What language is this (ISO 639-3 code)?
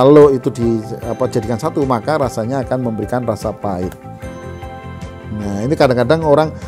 ind